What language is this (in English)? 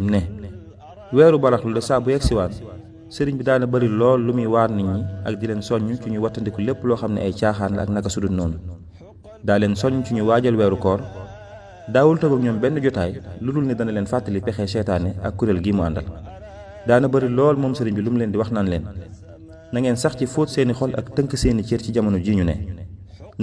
Wolof